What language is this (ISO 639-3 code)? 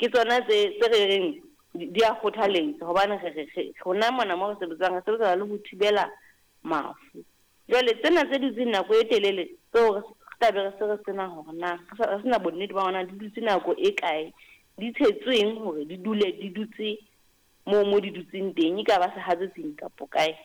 sot